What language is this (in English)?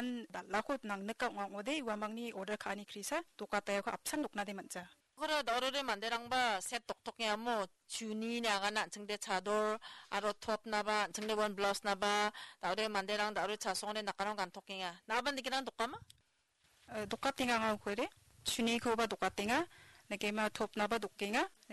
Garo